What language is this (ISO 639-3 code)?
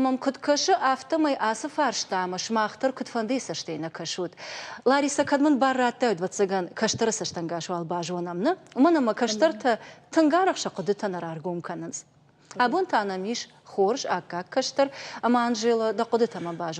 oss